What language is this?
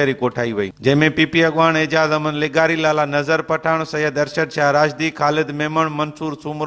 Sindhi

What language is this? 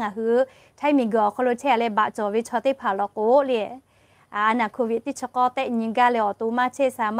Lahu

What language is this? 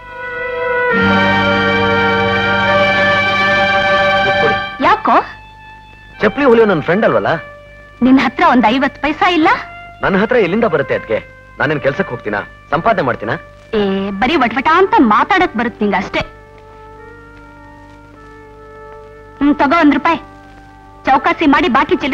Kannada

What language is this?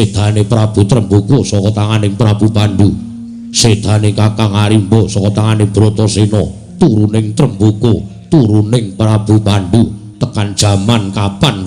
Javanese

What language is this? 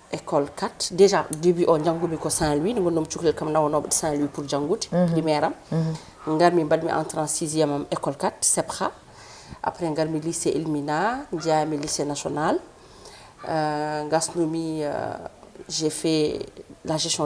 Fula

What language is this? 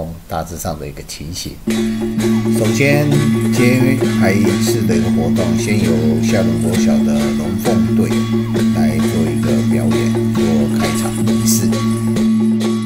Chinese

